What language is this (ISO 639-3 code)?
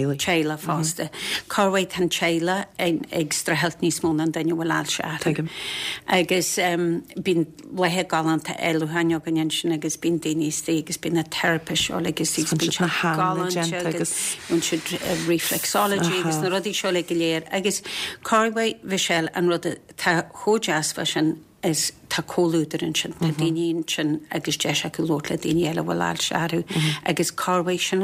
gle